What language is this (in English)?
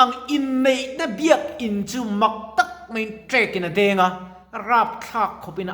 Mizo